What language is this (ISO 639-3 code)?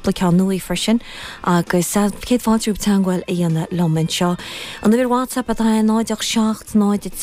gle